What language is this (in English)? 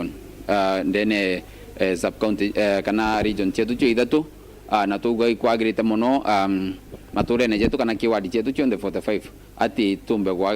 Meru